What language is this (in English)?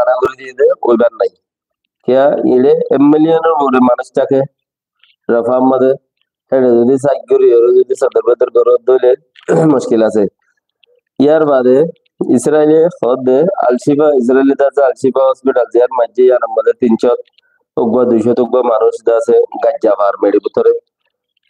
Rohingya